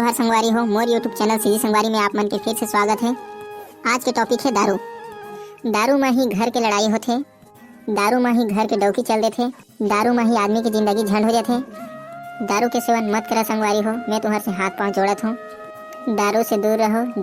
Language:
Chhattisgarhi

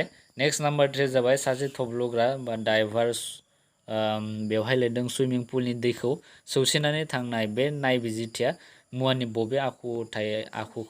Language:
Bodo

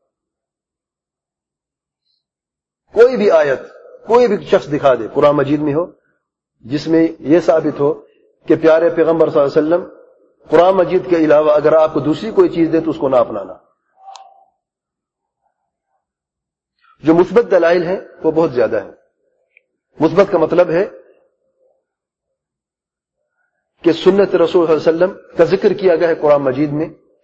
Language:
Urdu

